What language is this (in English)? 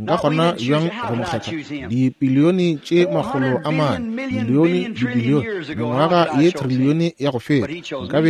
Northern Sotho